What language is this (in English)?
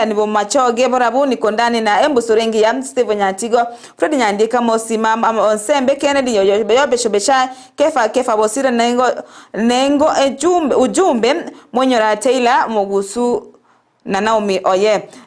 Gusii